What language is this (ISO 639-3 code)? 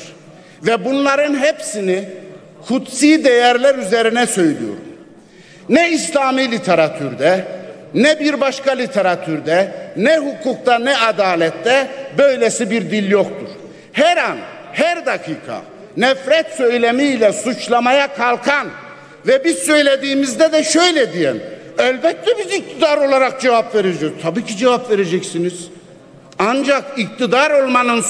tur